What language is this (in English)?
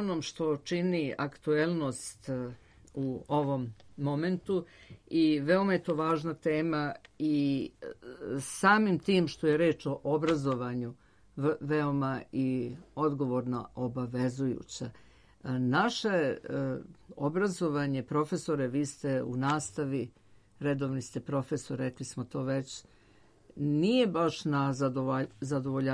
Serbian